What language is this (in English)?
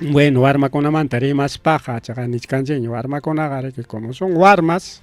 Ayacucho Quechua